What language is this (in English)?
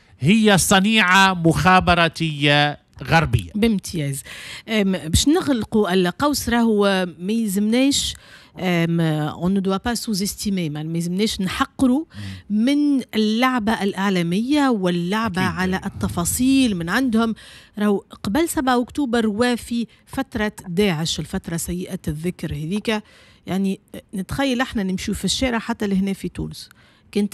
Tunisian Arabic